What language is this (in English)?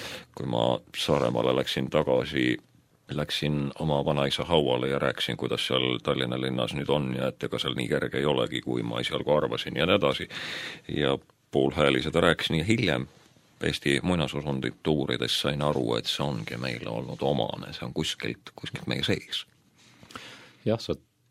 Estonian